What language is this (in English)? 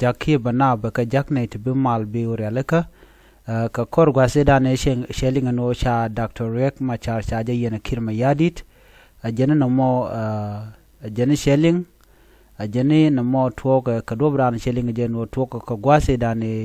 Nuer